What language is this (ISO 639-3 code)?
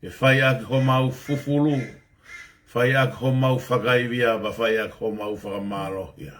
ton